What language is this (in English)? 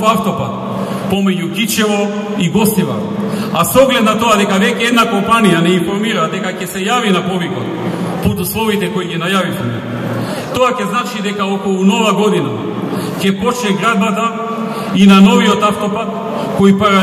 Macedonian